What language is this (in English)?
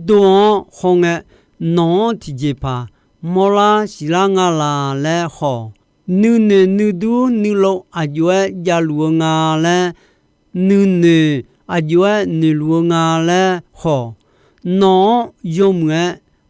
Akha